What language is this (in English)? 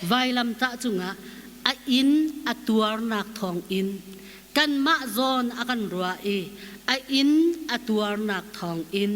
Hakha Chin